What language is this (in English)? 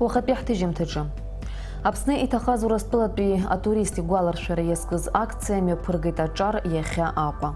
Abkhazian